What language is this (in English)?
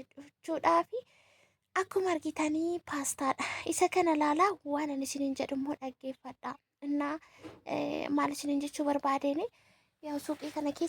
Oromo